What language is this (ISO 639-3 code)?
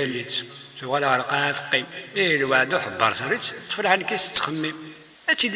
kab